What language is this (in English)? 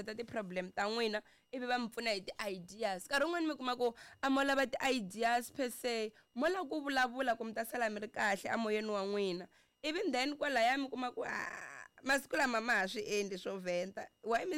Tsonga